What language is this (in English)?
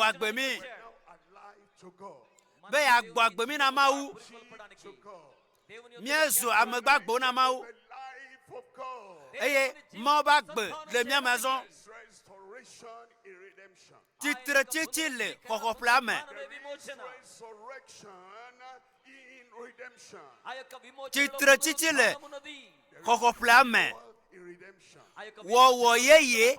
Ewe